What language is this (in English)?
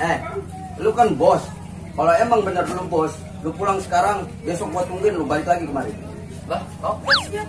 Betawi